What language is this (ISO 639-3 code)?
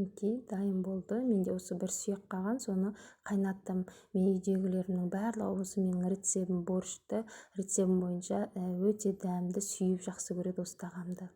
kaz